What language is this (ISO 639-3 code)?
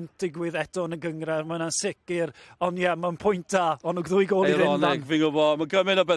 cym